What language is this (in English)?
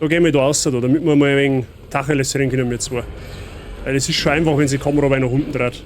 Bavarian